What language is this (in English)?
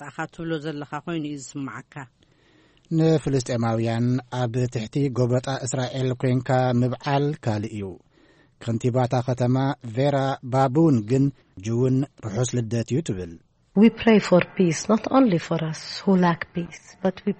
Tigrinya